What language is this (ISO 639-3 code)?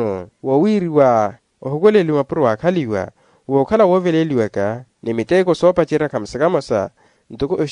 vmw